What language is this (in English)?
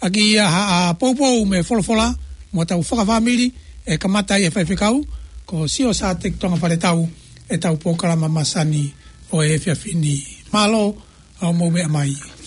Tongan